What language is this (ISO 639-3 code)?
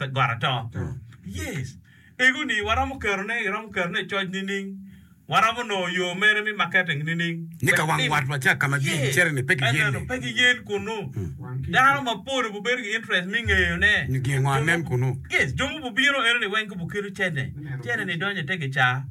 ach